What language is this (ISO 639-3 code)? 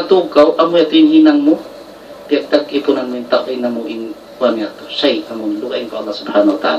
tsg